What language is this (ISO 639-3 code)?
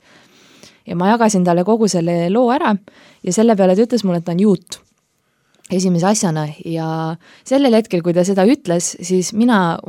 est